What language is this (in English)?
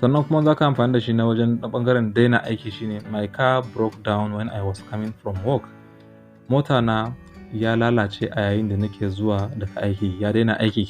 Hausa